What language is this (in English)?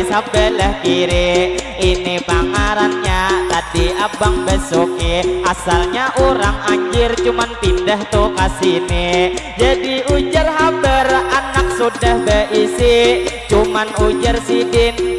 Banjar